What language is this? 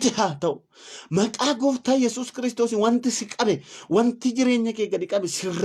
Oromo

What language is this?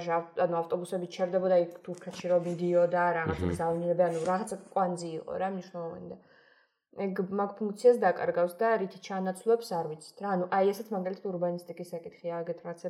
Georgian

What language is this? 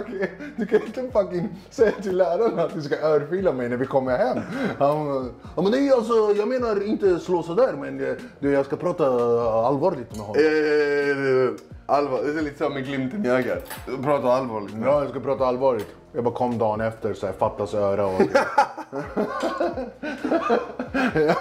Swedish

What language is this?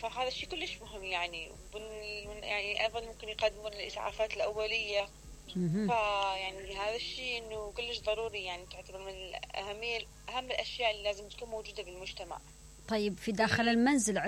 Mesopotamian Arabic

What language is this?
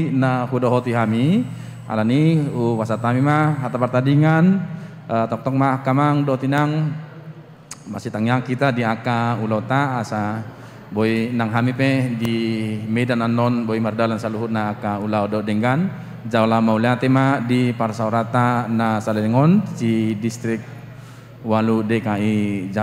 Batak Toba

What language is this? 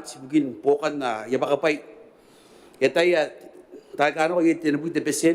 Gilbertese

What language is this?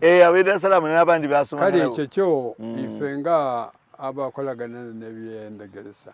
Soga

